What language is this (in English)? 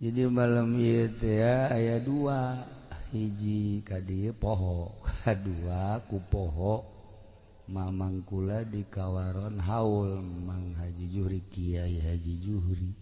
Sundanese